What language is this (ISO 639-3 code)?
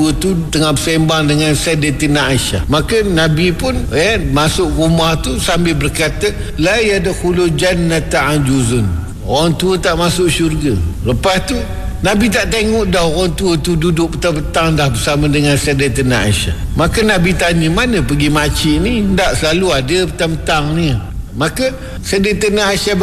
msa